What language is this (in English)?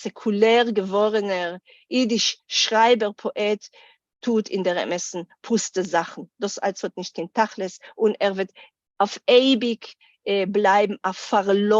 Yiddish